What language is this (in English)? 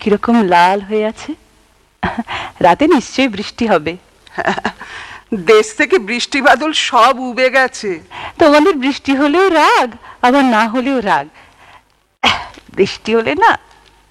Bangla